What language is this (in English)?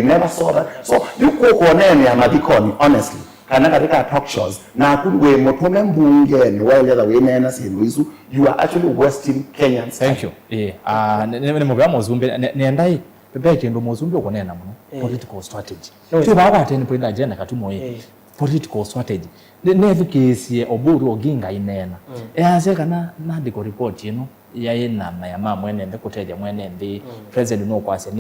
Kamba